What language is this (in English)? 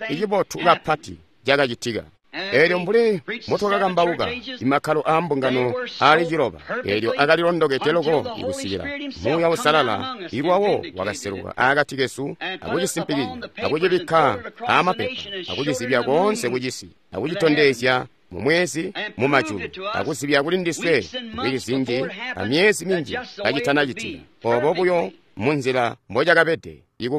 Tonga (Zambia)